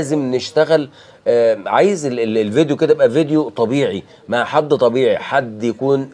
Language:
Egyptian Arabic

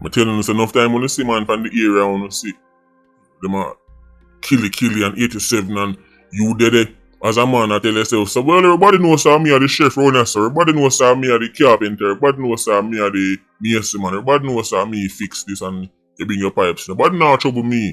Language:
Jamaican Creole English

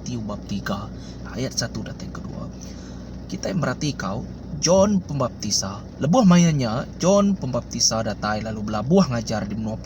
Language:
Iban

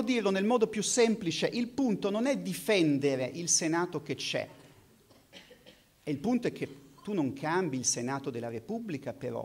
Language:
Italian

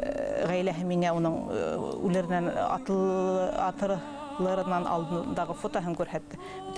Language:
Bashkir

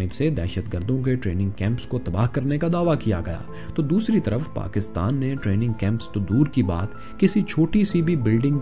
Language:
Urdu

